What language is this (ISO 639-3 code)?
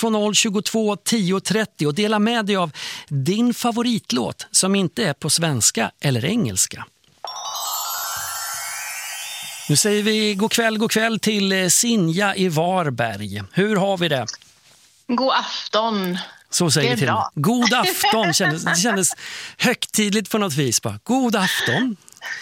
swe